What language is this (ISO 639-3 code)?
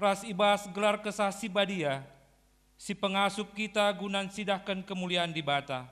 btx